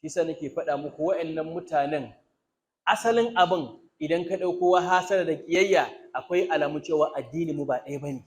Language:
Hausa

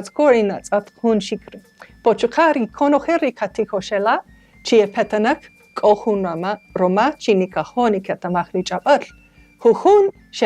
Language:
Kaqchikel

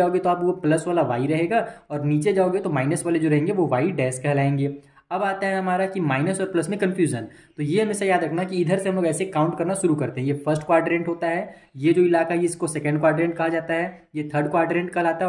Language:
Hindi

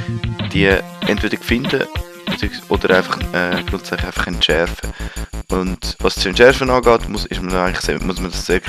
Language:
Swiss German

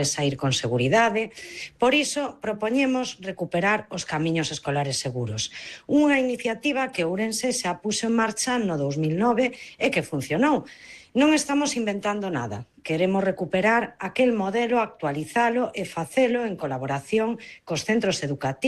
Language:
Galician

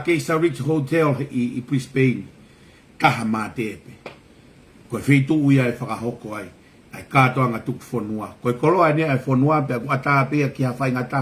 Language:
Tongan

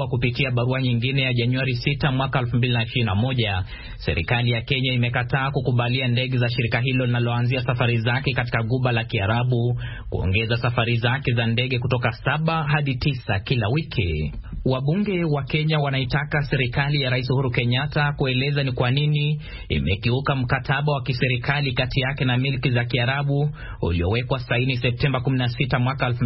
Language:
Swahili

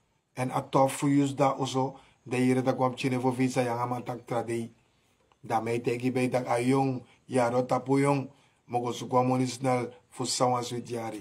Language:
Sranan Tongo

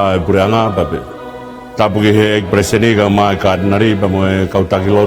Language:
Tongan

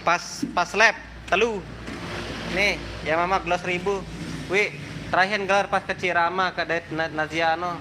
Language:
Sasak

